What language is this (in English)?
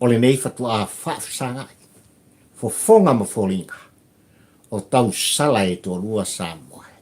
Samoan